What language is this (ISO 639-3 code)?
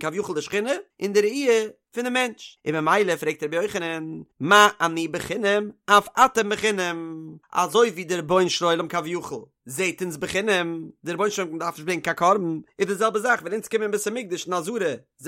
yid